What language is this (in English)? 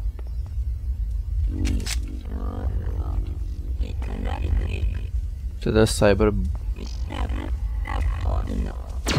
Czech